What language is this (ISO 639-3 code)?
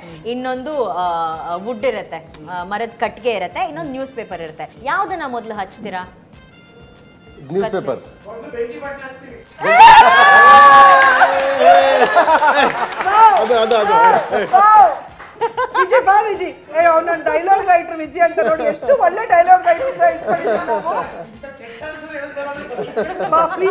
kan